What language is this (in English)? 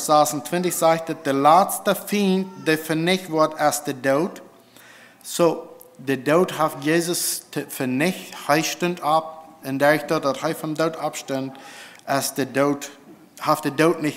Plautdietsch